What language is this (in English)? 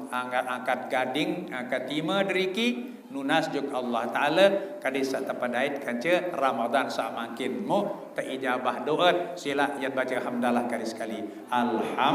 Sasak